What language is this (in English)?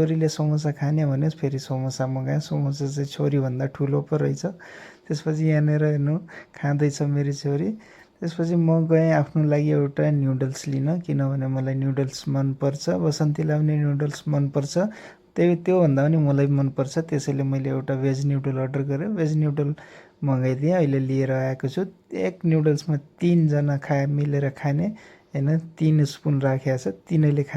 Nepali